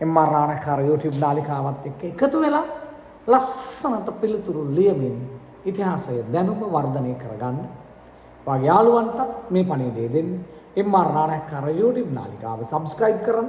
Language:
Sinhala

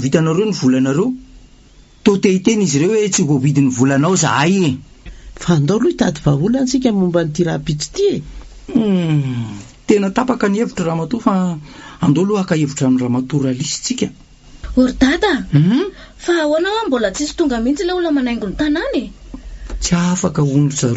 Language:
Malagasy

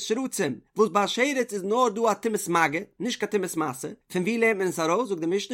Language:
Yiddish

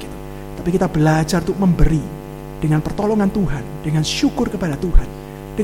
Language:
Indonesian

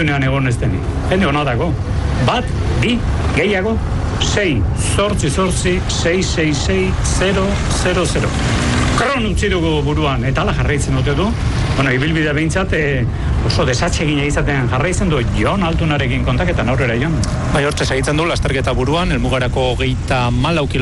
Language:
Basque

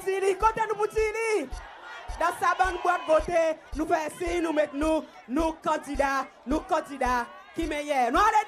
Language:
Seselwa Creole French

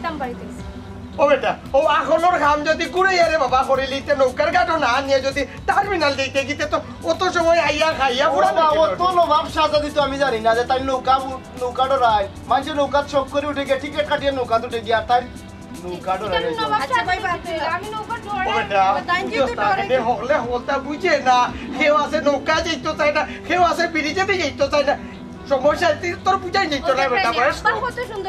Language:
Sylheti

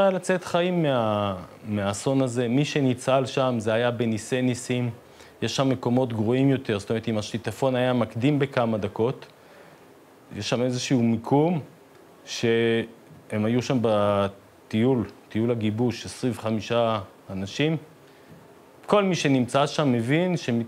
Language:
Hebrew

